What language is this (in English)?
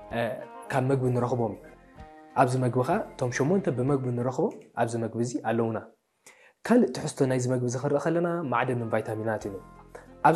Tigrinya